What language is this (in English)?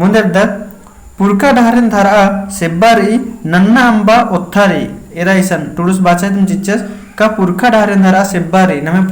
Kurukh